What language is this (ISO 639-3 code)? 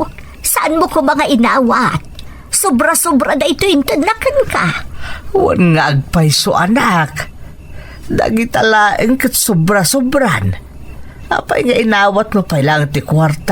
ilo